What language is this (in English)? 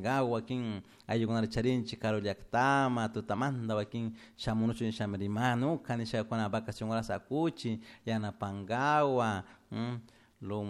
Chimborazo Highland Quichua